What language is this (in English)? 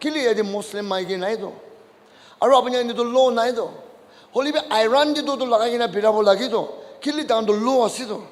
Naga Pidgin